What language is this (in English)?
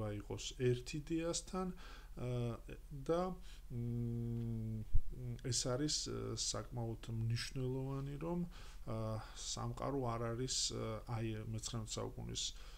Georgian